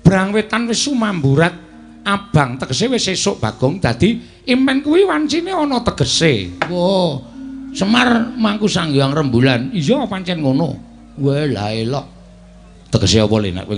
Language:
Javanese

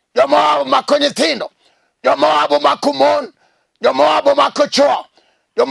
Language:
Luo (Kenya and Tanzania)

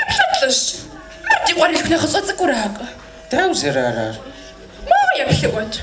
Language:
Kabardian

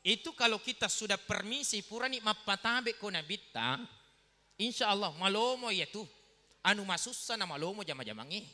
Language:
Buginese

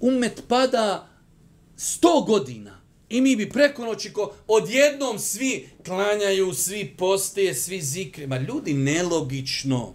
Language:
Bosnian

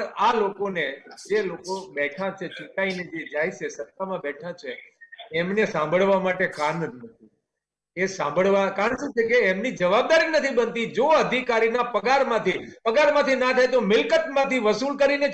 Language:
Gujarati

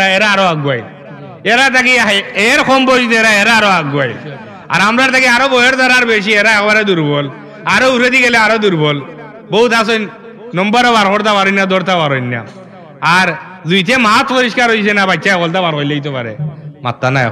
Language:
Sylheti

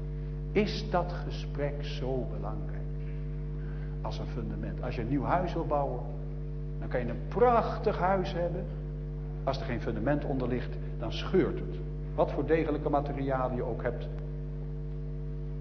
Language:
Dutch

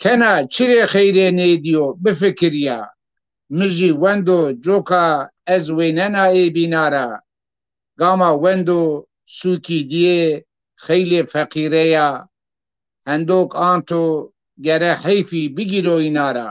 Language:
Zaza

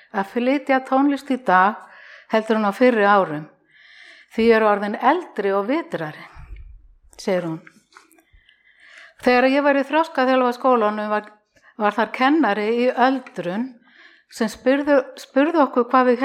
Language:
Icelandic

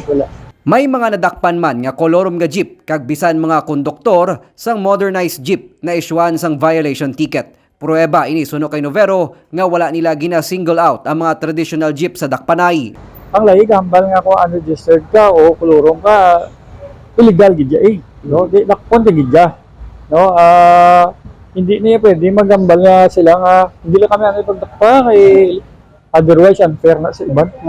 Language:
Hiligaynon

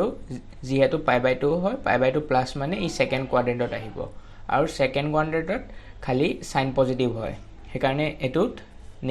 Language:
Assamese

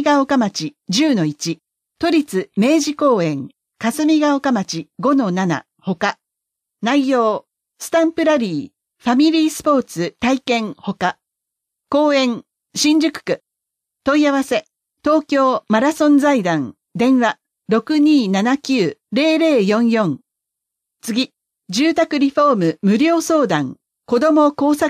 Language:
Japanese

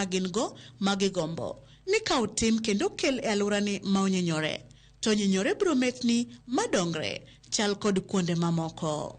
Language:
Luo (Kenya and Tanzania)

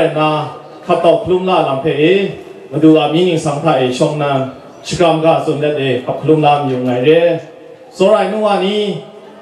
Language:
Kachin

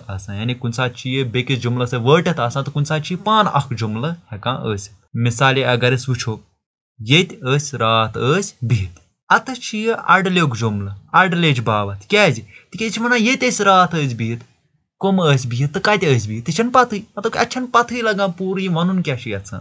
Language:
Kashmiri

